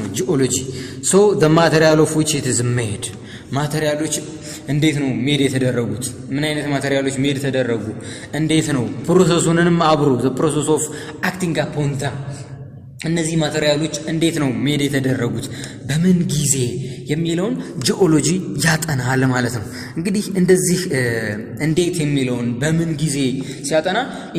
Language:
Amharic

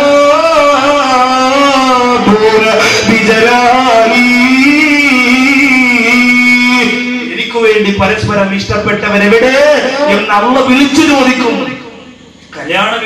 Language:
Malayalam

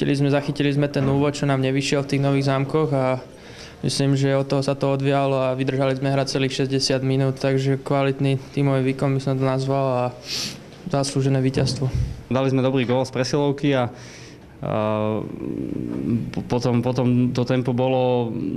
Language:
Slovak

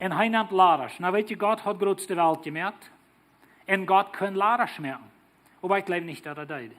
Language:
Plautdietsch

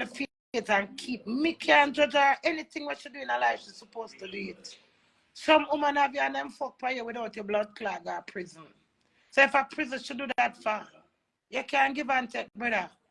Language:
Jamaican Creole English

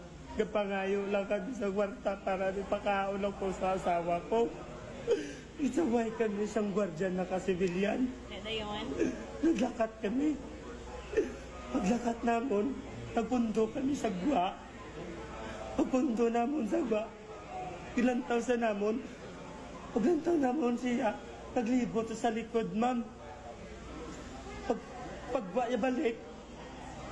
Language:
Hiligaynon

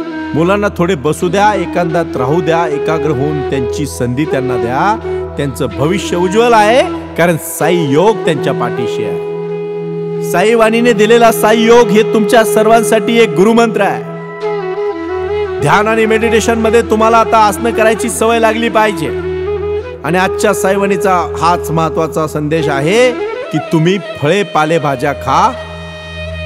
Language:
Marathi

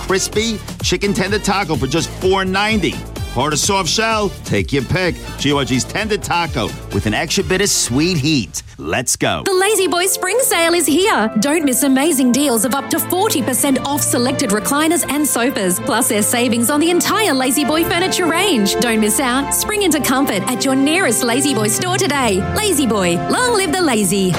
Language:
English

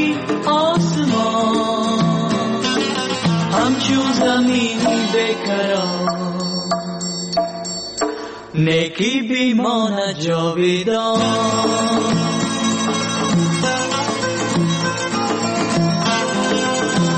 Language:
Persian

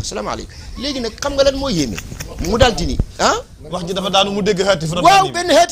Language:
Wolof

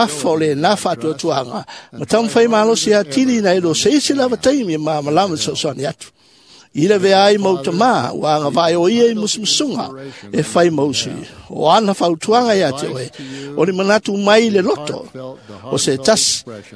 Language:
Samoan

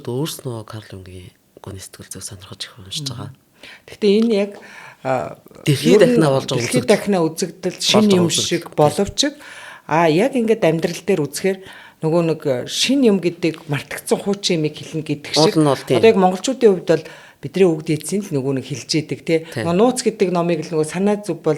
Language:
Mongolian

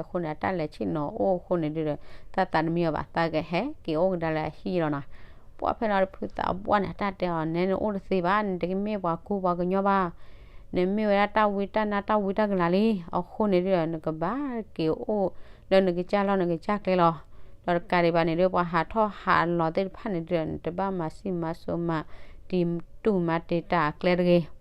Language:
S'gaw Karen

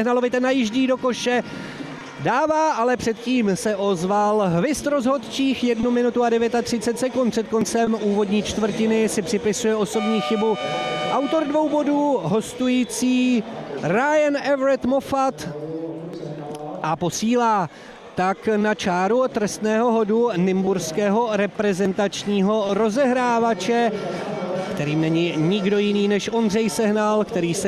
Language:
Czech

